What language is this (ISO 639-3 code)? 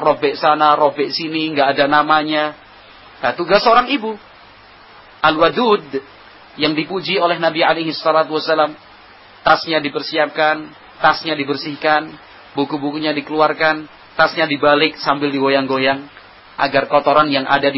ind